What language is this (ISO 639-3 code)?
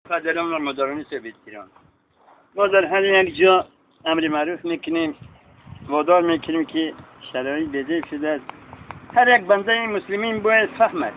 tgk